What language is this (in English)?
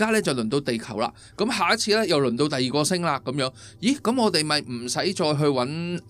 Cantonese